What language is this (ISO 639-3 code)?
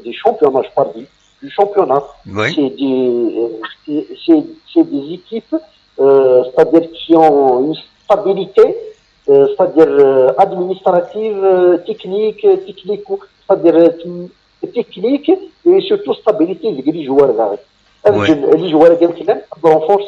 kab